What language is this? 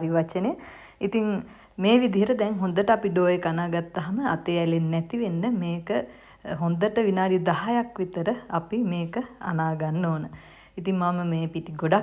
Sinhala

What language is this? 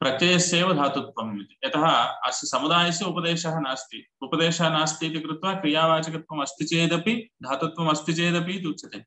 Sanskrit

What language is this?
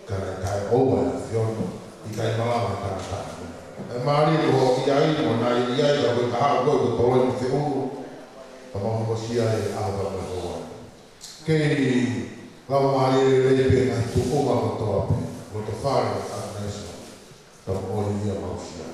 Tongan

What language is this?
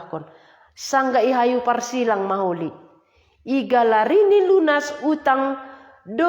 Batak Simalungun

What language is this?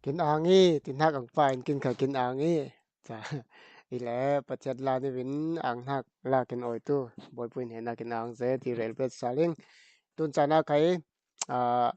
Falam Chin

